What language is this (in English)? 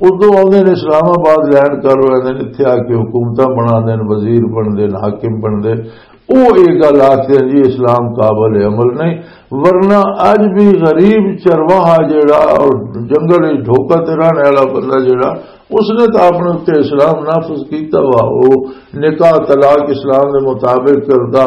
Western Panjabi